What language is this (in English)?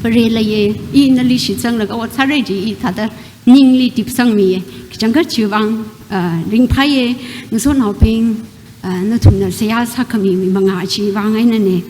Tangkhul Naga (India)